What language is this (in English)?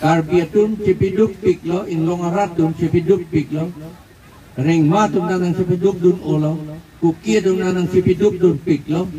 Karbi